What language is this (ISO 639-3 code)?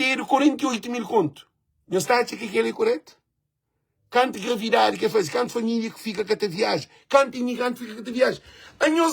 kea